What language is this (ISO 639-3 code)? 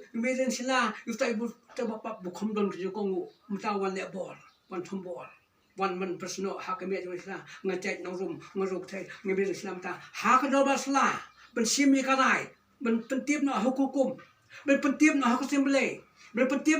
kha